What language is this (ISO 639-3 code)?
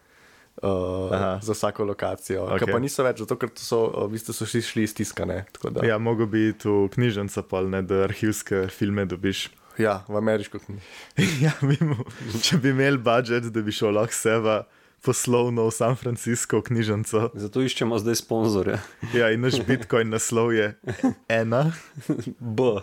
slv